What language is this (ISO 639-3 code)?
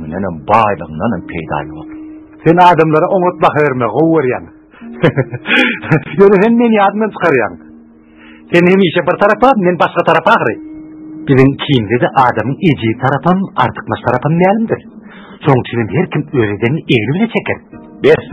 tuk